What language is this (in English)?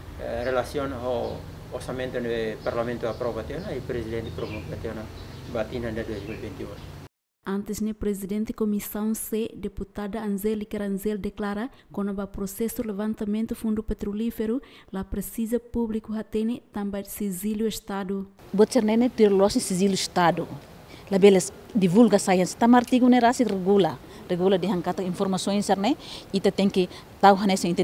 Tetum